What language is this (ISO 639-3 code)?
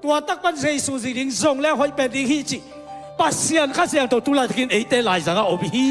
ctd